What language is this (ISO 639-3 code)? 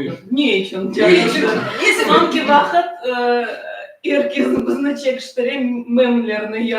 crh